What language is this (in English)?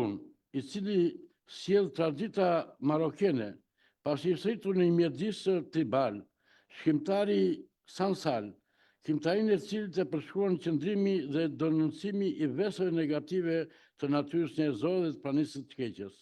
Albanian